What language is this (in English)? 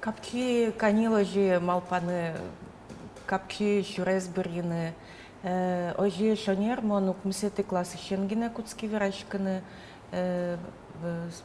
Udmurt